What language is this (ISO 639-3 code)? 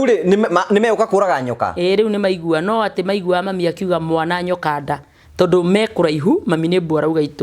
kik